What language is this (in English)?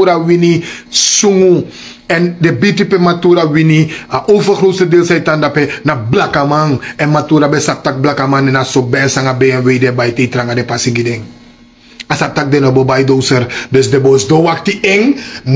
Sranan Tongo